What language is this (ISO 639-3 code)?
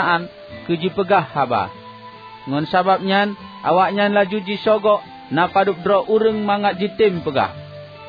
ace